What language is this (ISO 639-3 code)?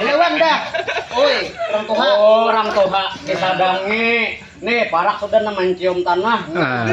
bjn